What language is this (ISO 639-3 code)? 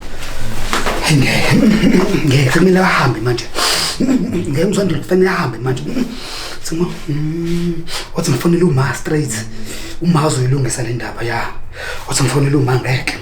zul